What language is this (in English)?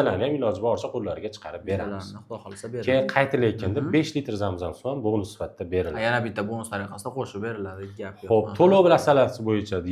Uzbek